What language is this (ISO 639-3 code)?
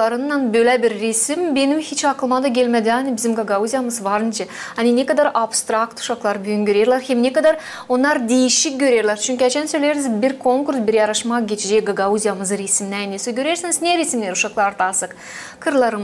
gag